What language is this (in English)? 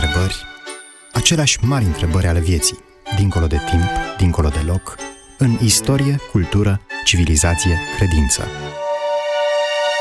Romanian